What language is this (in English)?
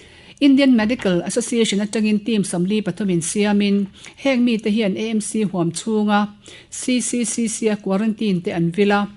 Mizo